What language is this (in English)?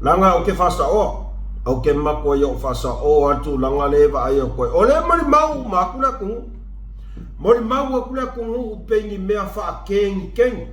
Samoan